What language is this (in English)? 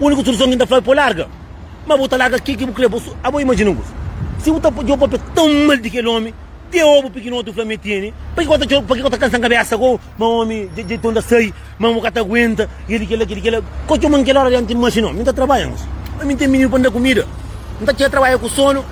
Kabuverdianu